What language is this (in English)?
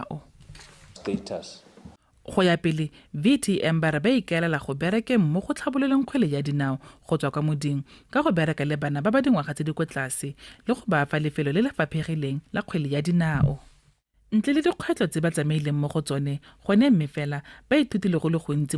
Tswana